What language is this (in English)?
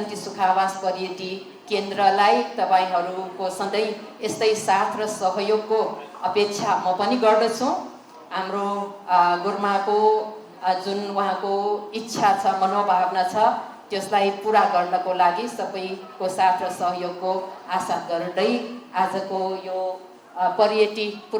Nepali